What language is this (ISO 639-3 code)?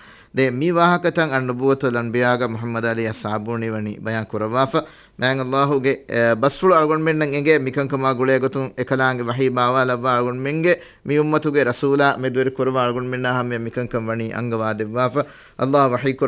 div